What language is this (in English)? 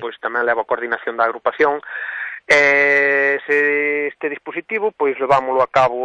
Galician